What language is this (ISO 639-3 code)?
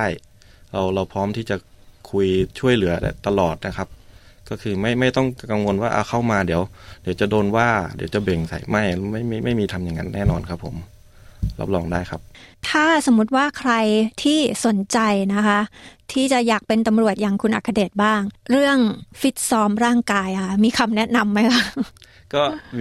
tha